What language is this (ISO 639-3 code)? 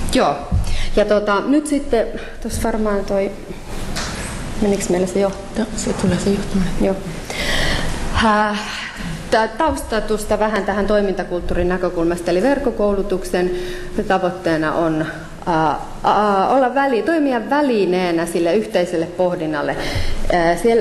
fin